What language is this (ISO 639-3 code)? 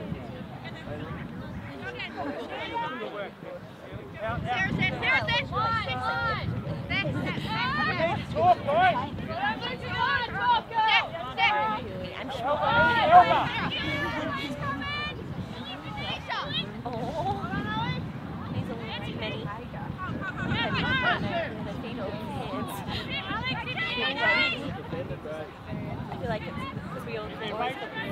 eng